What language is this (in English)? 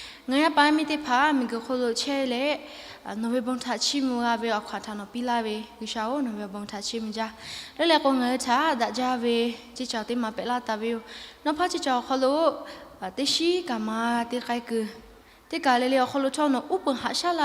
Lahu